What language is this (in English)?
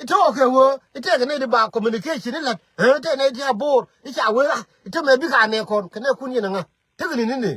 Nuer